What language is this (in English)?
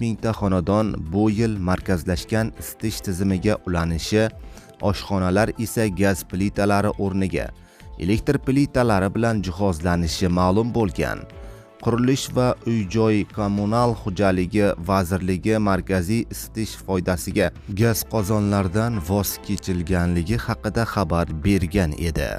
Uzbek